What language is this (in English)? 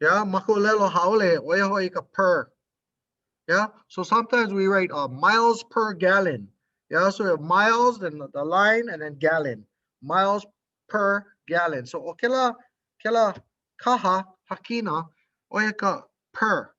Hawaiian